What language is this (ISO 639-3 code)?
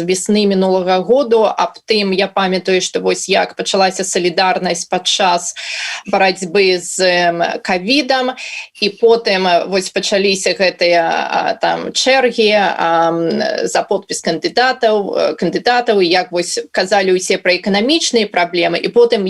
bel